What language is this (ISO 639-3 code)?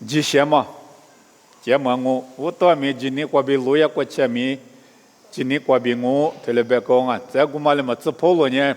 lis